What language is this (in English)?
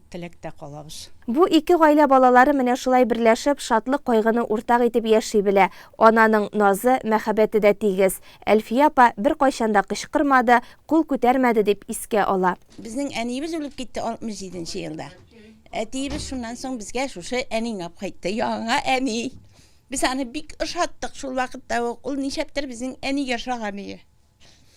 Tatar